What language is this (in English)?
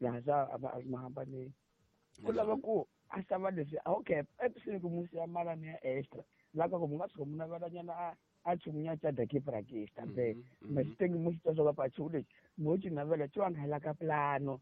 Tsonga